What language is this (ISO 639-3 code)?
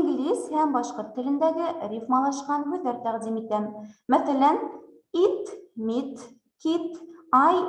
bak